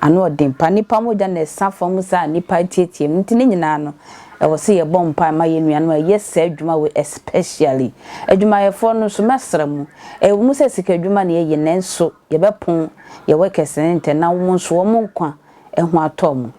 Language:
Akan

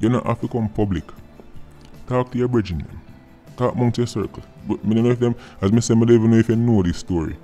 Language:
Jamaican Creole English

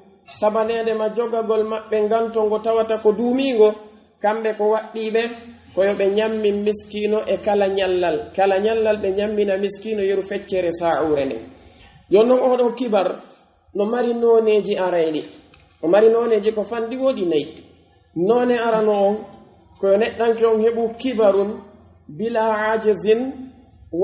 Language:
Pular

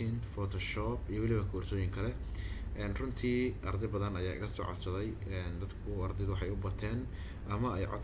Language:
Somali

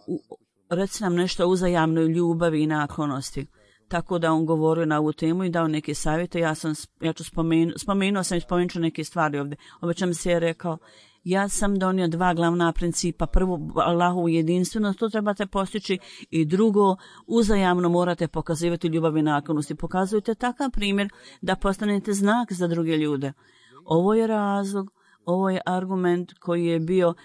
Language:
Bosnian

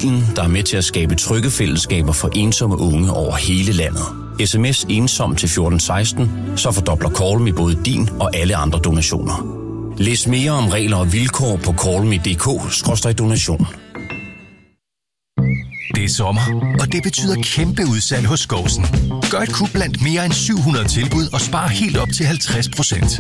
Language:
Danish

